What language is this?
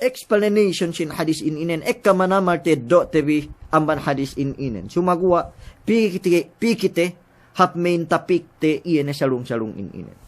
Yakan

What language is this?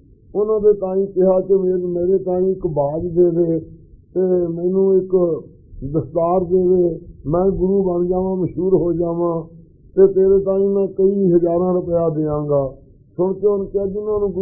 Punjabi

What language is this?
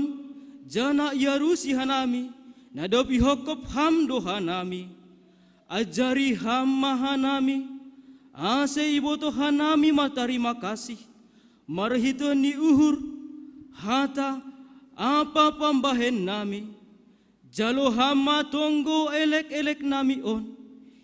Batak Simalungun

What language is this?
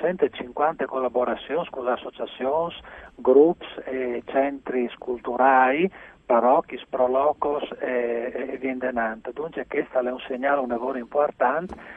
Friulian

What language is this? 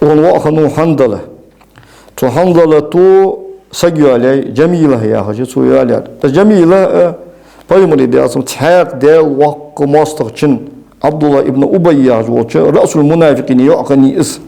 Ingush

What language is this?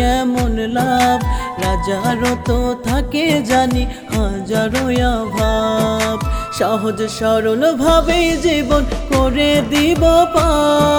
Bangla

